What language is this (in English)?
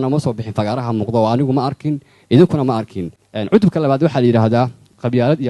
Somali